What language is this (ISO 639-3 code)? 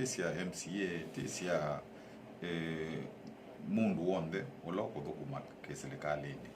kam